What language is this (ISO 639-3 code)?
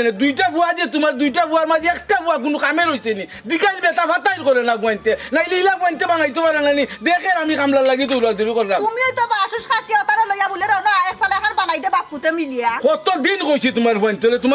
syl